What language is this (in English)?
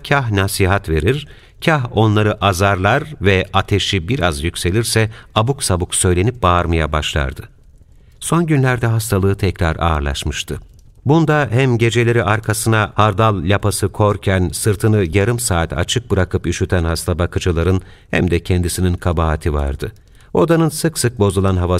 Turkish